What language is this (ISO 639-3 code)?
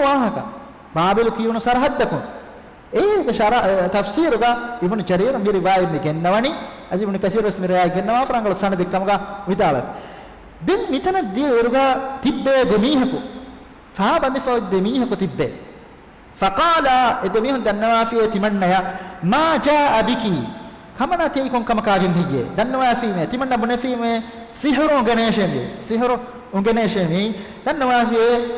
div